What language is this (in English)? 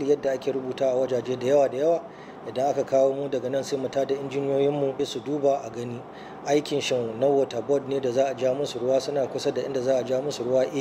Hausa